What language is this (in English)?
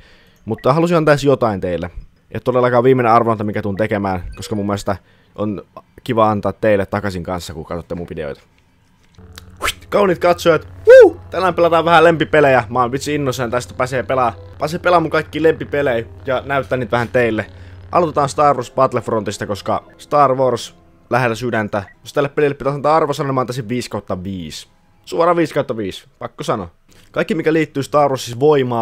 Finnish